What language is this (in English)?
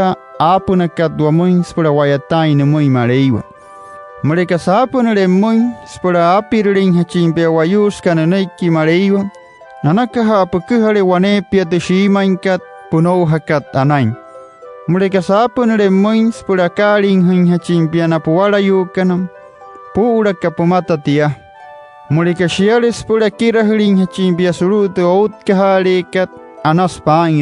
Wayuu